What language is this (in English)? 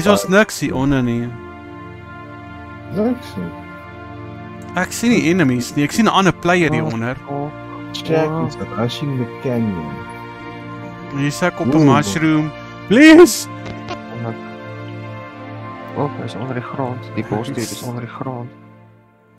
Afrikaans